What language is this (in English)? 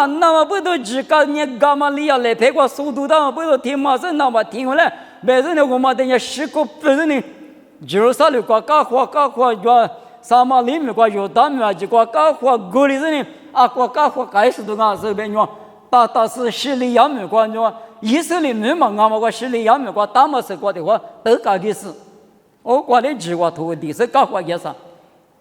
Lisu